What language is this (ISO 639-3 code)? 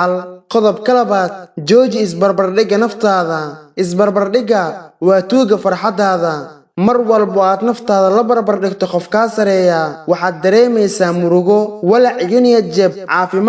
som